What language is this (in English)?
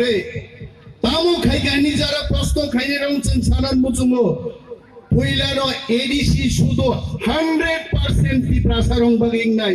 Kok Borok